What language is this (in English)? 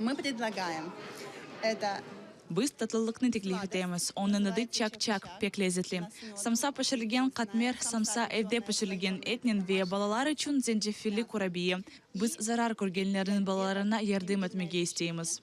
Crimean Tatar